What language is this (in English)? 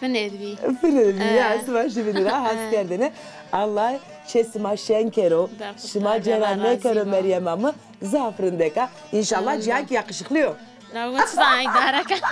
Zaza